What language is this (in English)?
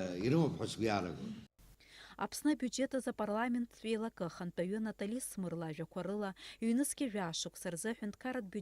Abkhazian